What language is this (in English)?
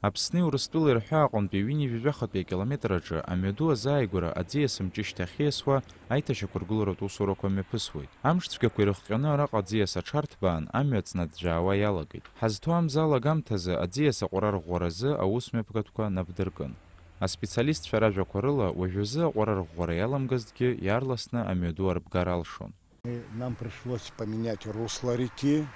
Abkhazian